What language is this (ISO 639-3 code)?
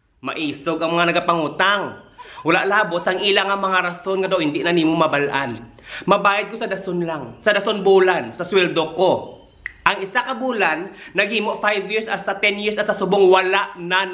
hil